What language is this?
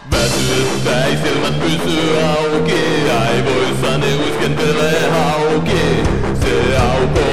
Finnish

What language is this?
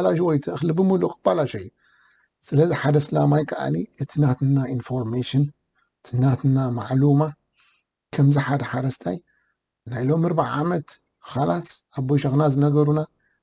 Tigrinya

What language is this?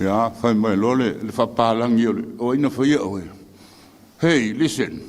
Samoan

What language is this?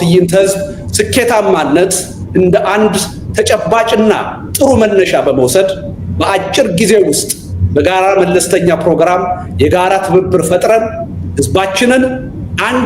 Amharic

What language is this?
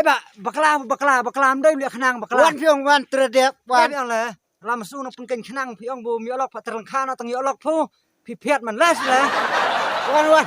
Khasi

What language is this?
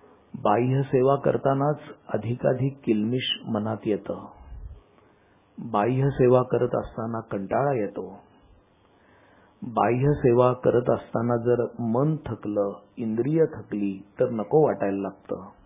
Marathi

